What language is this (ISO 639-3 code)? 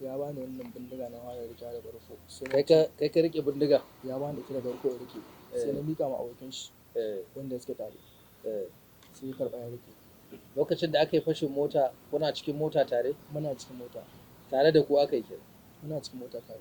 hau